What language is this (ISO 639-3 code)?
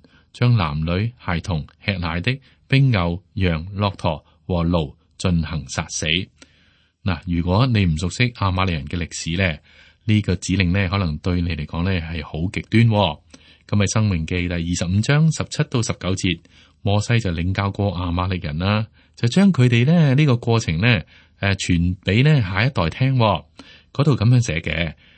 yue